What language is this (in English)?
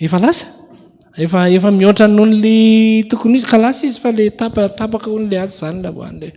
Malagasy